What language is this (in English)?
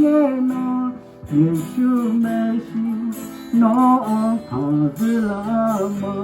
Akha